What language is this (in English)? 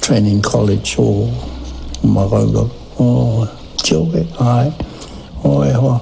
Māori